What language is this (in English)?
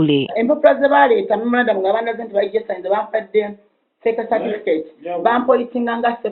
Ganda